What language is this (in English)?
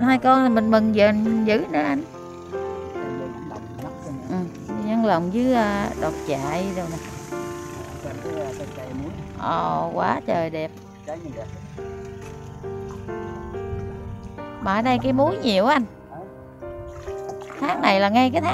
Vietnamese